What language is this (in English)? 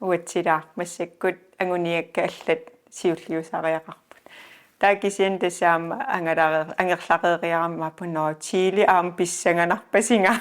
Kalaallisut